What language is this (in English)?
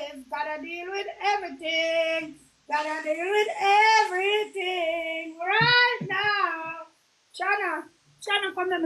Jamaican Creole English